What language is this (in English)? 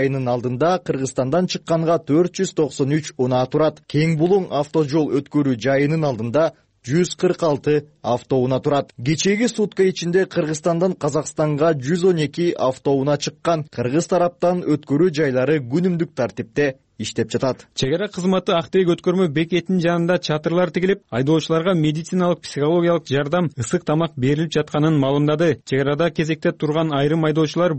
Kyrgyz